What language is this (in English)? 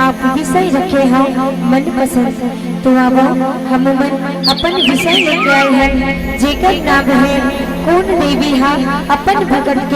Chhattisgarhi